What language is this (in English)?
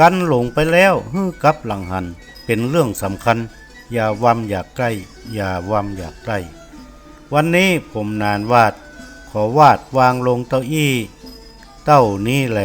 Northern Thai